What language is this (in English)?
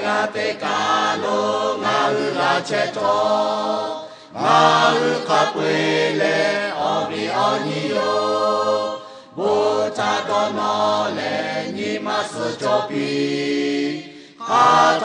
Lahu